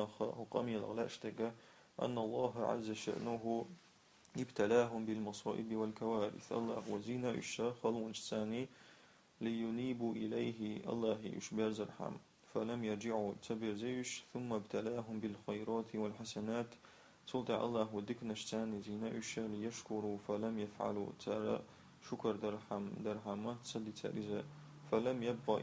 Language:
Chechen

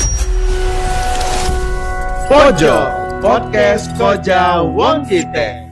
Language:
Indonesian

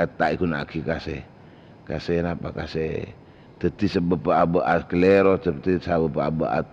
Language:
Madurese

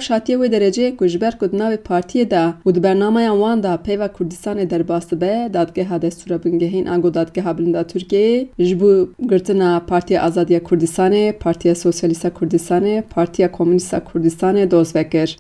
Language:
Kurdish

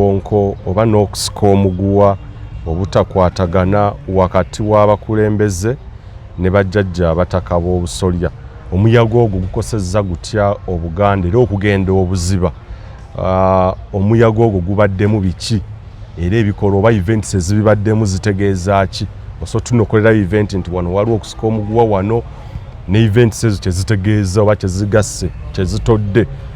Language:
Ganda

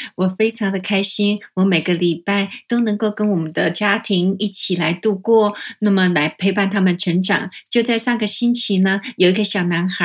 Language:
Chinese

